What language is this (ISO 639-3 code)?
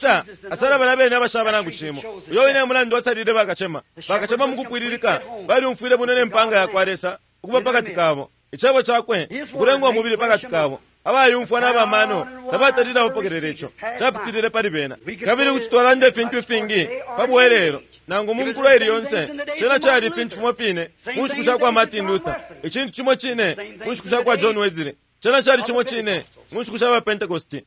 bem